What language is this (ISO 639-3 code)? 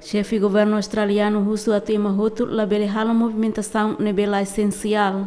tet